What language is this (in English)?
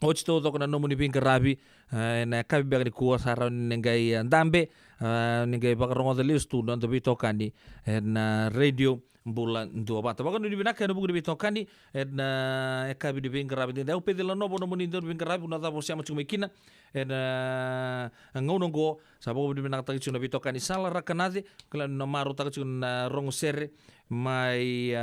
Fijian